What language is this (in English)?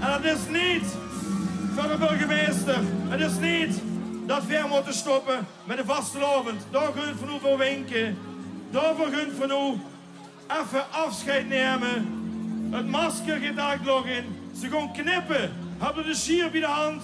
Limburgish